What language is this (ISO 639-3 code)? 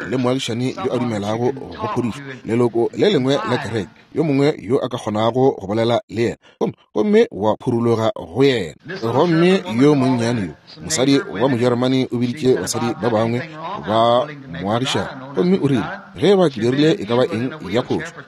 nso